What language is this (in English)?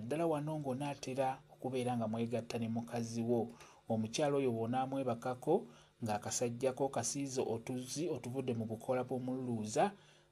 Ganda